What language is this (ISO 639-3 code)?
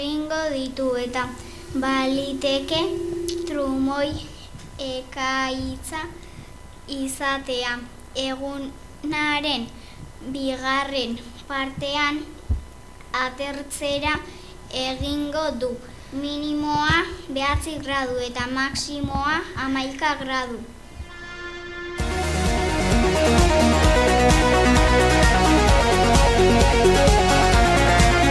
eus